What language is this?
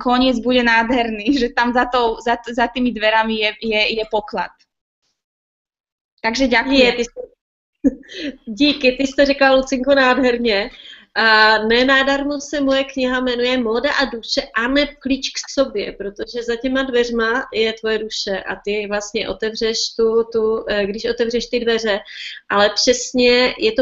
Czech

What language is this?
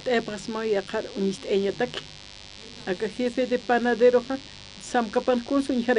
Aymara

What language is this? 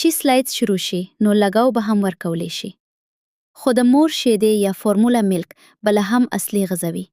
Pashto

